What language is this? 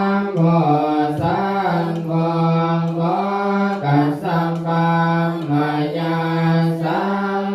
Pali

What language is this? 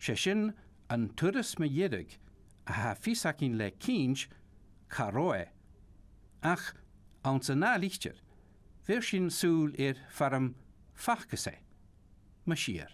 Scottish Gaelic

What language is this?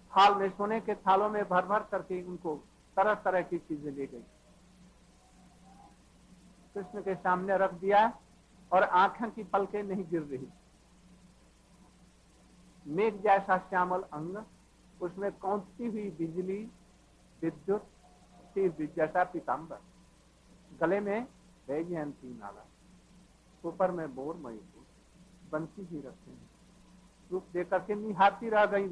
Hindi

